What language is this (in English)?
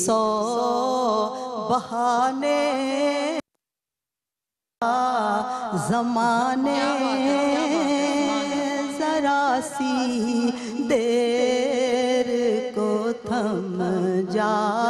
Urdu